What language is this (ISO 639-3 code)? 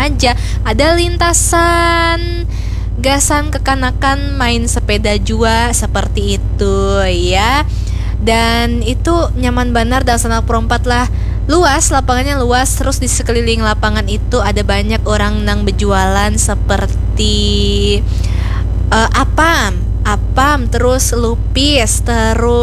bjn